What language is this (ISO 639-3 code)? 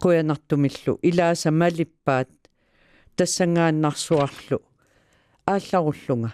kal